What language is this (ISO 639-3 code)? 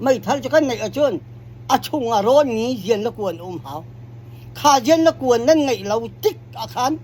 cnh